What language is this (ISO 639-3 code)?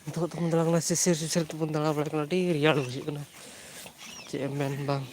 sat